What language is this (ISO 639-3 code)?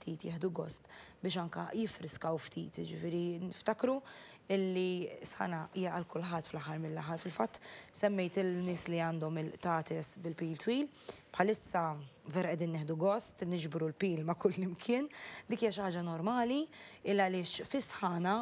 mlt